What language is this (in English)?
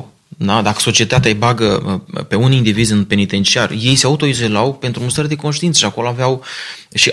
Romanian